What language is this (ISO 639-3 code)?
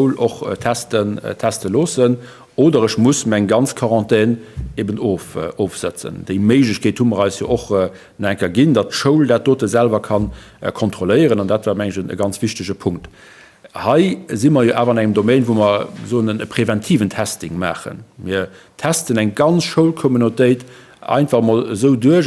ltz